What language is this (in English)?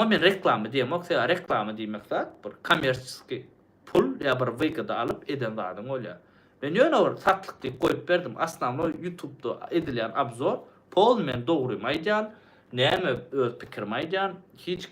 Turkmen